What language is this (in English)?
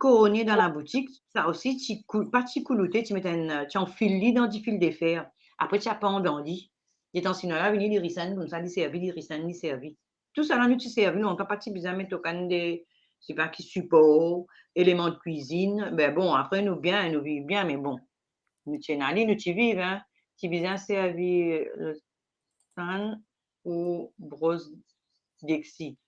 Morisyen